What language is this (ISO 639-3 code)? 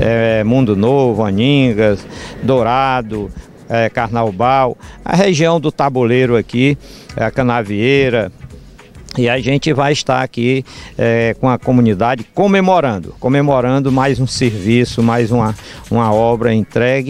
por